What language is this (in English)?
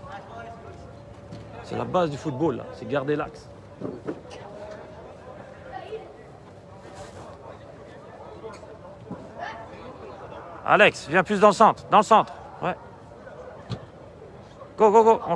French